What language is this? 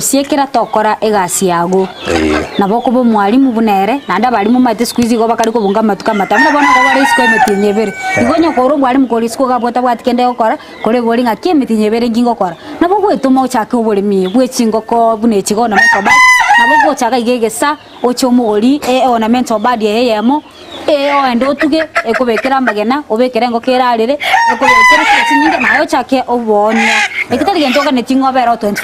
Gusii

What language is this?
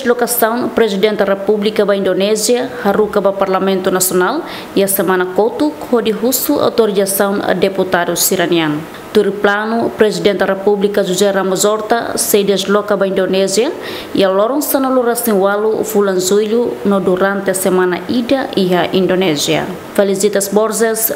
Tetum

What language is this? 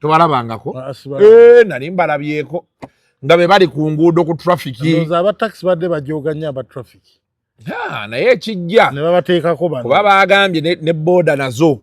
Ganda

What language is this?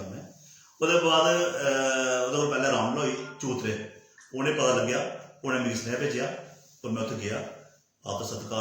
Dogri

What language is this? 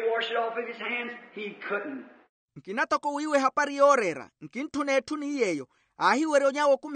Makhuwa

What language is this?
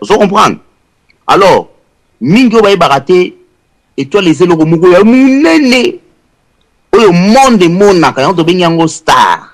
Lingala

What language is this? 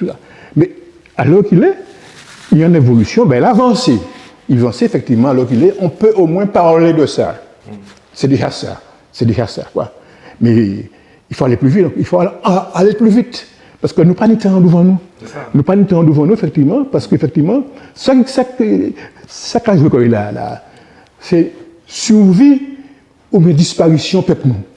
Guadeloupean Creole French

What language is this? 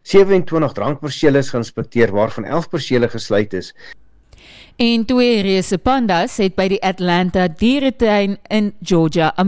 Afrikaans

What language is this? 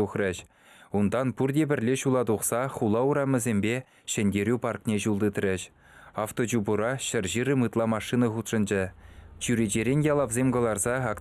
Chuvash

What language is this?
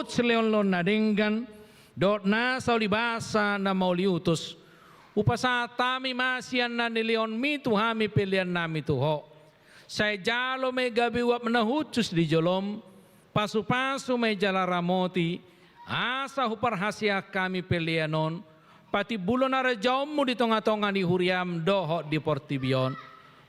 Batak Toba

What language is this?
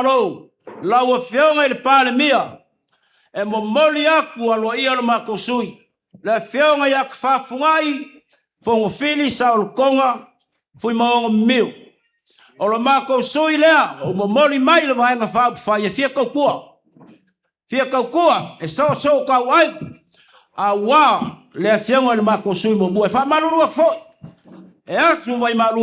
Samoan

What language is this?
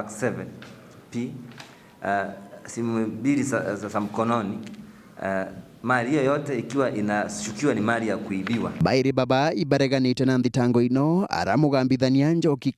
Meru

